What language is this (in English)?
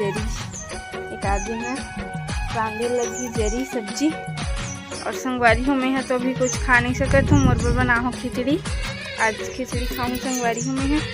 Chhattisgarhi